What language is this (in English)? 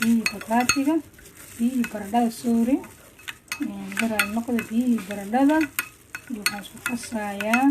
Somali